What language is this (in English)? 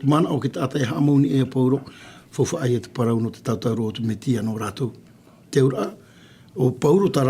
Tahitian